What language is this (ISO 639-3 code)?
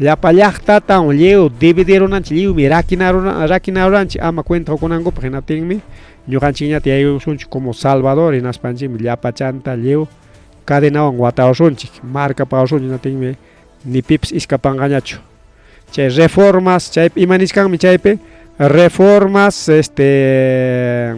quy